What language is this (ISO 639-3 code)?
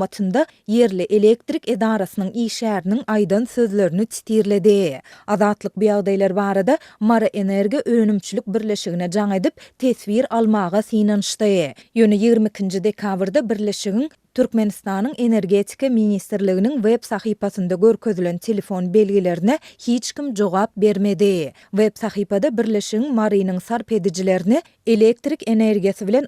tuk